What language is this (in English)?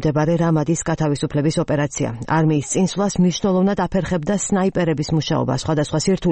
Georgian